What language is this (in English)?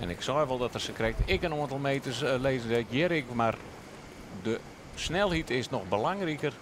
Western Frisian